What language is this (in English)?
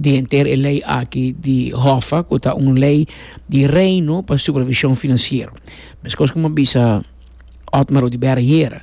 Papiamento